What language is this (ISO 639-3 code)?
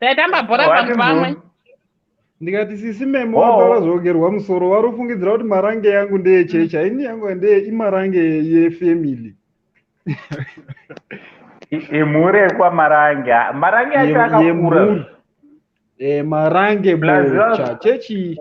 sna